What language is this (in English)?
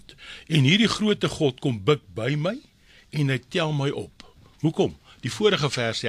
Afrikaans